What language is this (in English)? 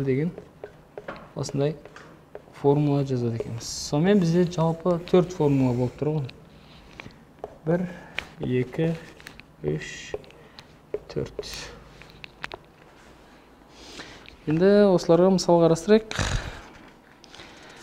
Kazakh